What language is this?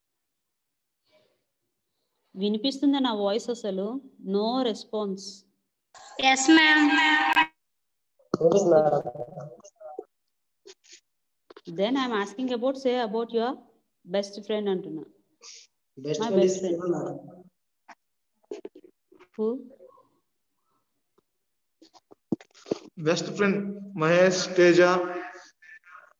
Telugu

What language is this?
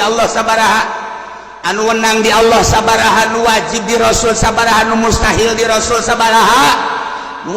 Sundanese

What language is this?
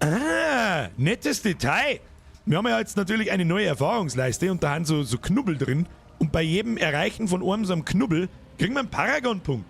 Bavarian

